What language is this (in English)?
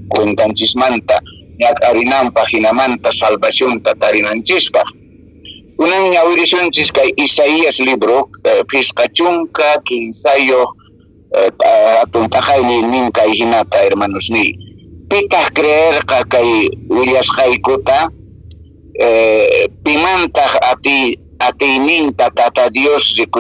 Quechua